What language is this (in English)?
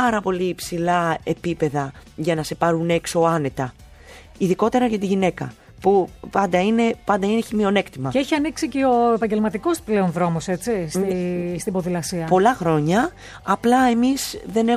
Greek